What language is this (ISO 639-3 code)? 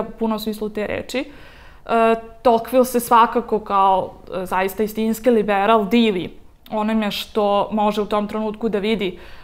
srp